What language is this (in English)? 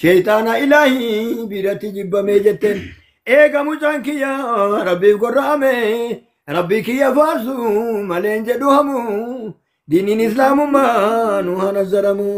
Oromo